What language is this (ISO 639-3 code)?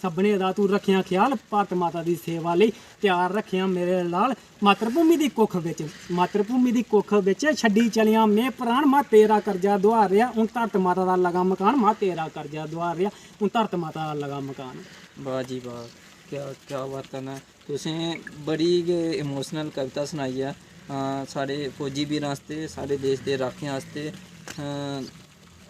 doi